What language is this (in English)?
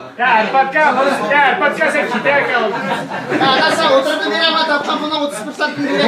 Uyghur